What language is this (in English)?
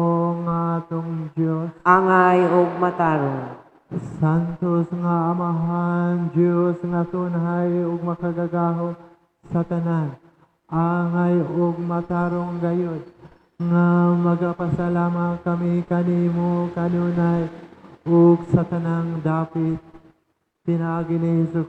Cebuano